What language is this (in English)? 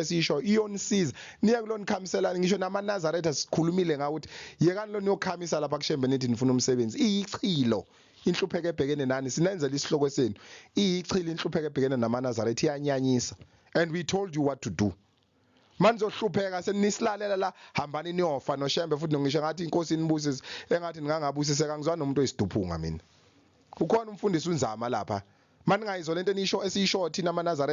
Zulu